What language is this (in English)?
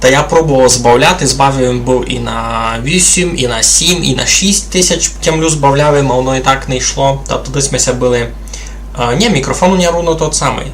Rusyn